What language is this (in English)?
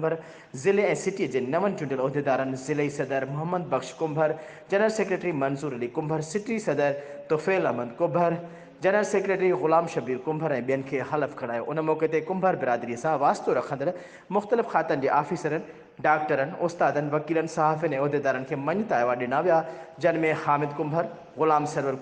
Sindhi